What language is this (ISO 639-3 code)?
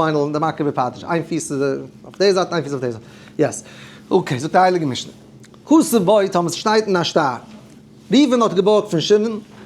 yid